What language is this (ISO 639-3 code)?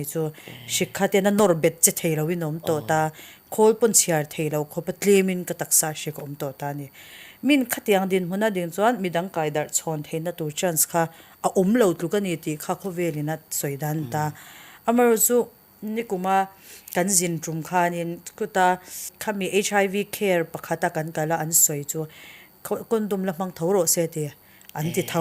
lus